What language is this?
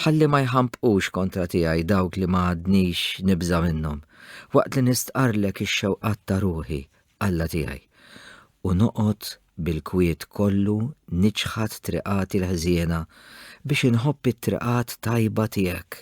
Maltese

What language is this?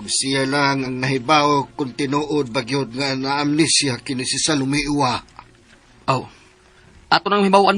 Cebuano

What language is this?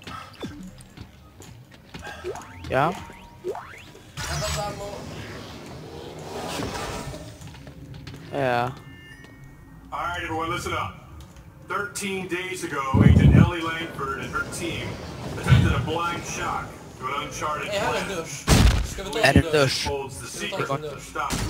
Swedish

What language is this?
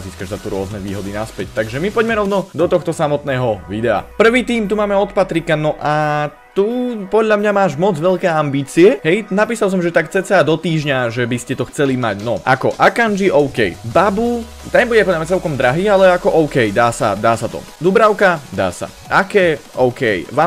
Slovak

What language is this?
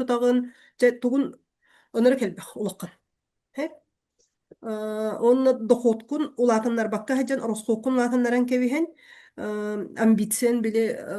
Yakut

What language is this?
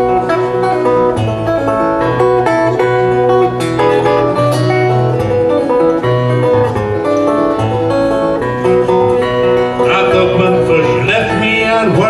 English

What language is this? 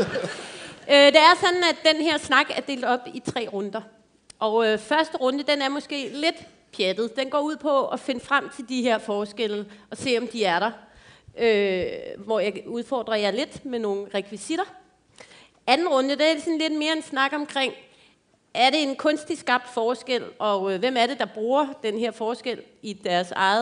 Danish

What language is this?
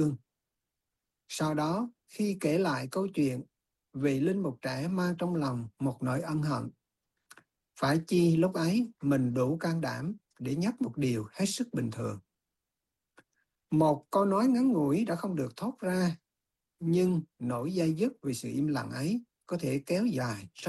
Vietnamese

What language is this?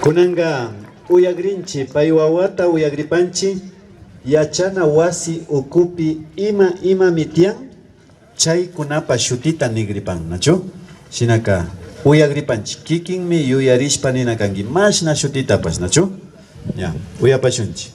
Imbabura Highland Quichua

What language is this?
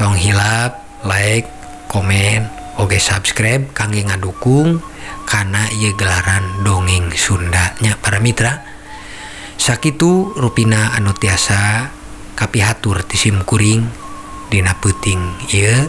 Sundanese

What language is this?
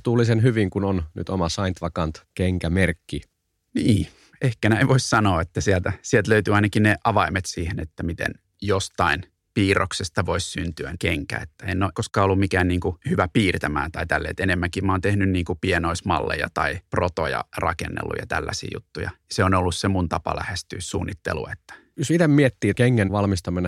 Finnish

